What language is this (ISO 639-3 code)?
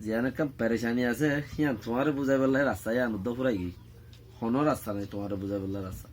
rhg